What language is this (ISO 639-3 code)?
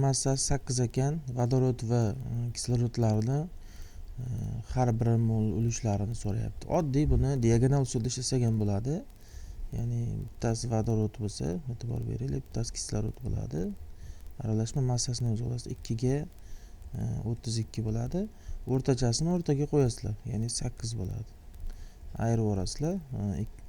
uzb